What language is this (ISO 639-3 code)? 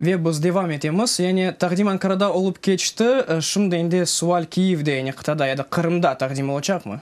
crh